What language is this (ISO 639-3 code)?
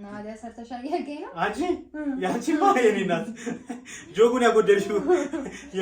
amh